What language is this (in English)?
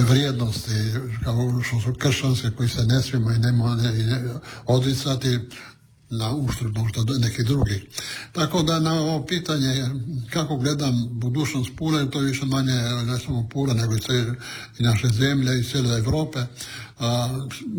Croatian